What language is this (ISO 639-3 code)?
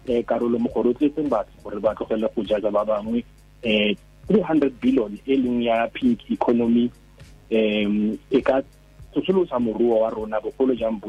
tsn